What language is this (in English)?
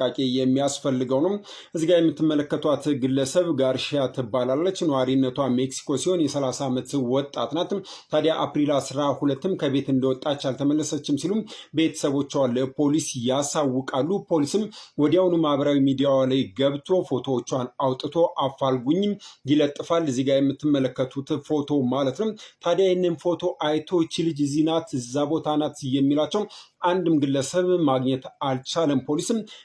Amharic